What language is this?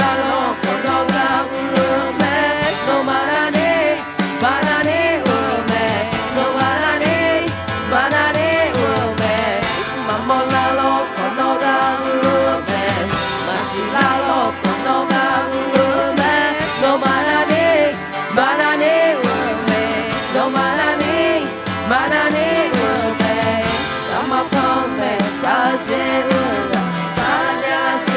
Akha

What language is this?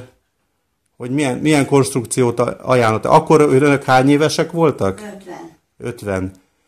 Hungarian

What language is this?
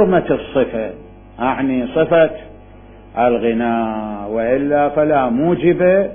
Mesopotamian Arabic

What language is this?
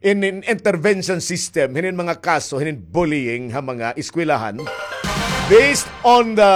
Waray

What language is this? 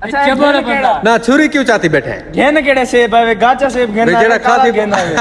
Saraiki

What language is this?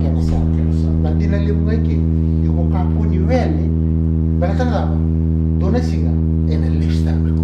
Fijian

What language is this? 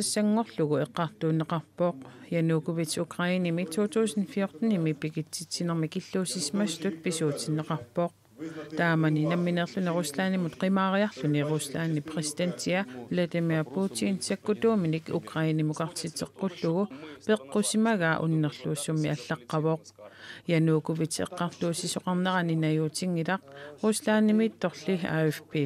Kalaallisut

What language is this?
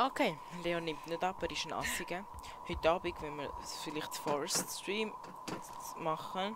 Swiss German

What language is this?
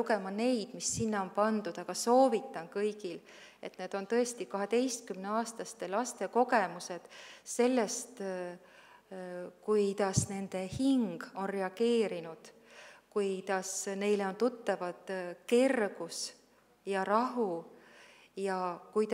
Estonian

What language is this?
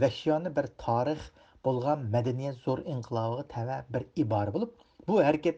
Uyghur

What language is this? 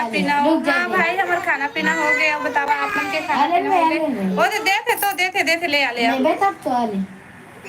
Chhattisgarhi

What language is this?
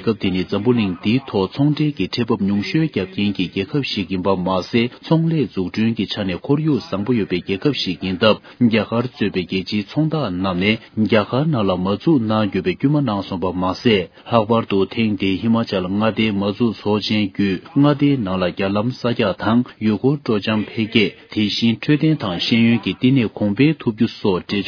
Tibetan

